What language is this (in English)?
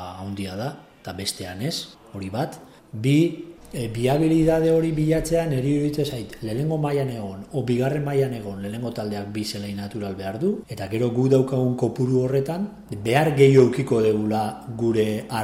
Basque